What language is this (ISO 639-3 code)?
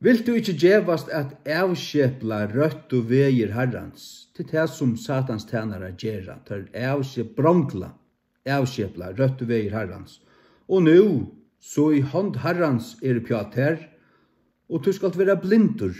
fao